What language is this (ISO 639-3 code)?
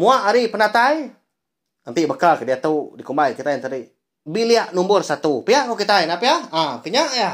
iba